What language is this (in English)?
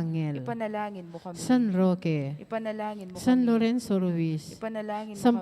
Pampanga